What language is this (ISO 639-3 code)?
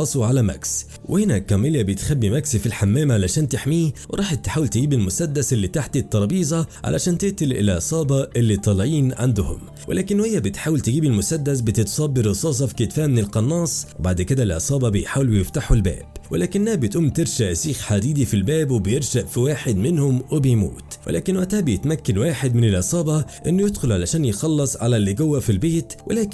arz